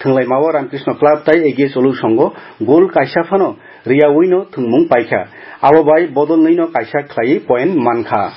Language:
Kok Borok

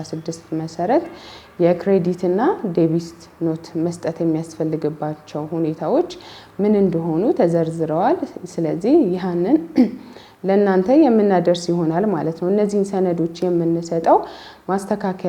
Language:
Amharic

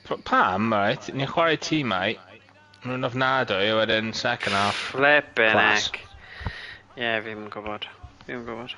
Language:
Welsh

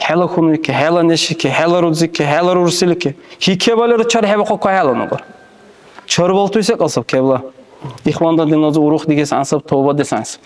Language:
Dargwa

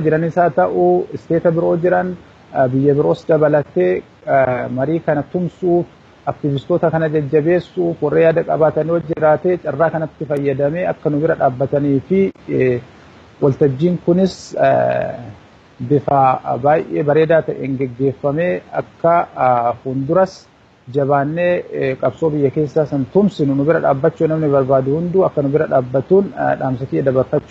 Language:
Oromo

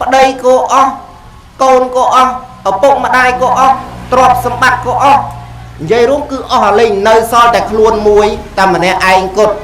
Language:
Khmer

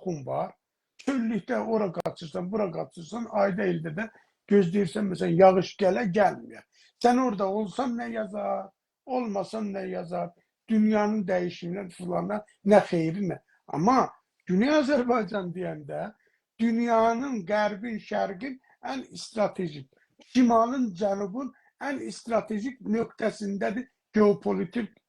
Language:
South Azerbaijani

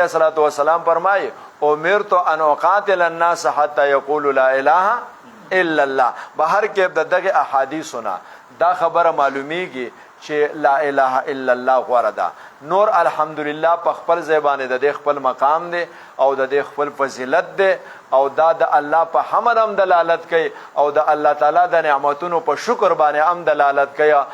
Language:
Pashto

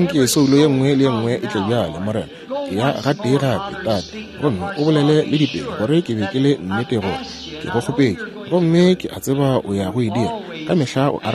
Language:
Northern Sotho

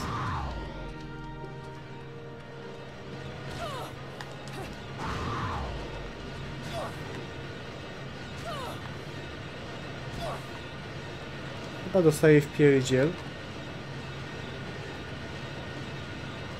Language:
Polish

